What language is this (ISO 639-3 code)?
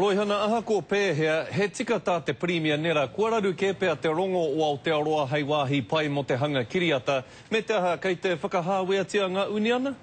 mri